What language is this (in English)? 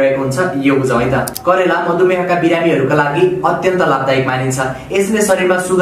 Nepali